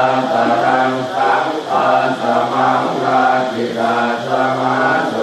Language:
Pali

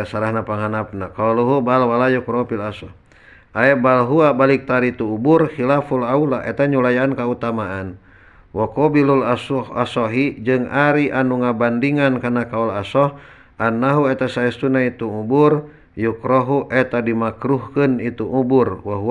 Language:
Sundanese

